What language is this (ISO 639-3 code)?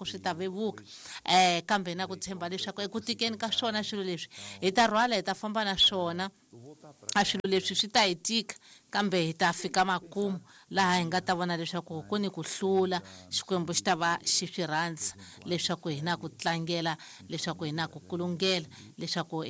tso